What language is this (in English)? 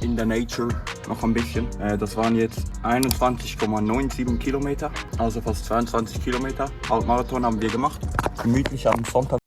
Swiss German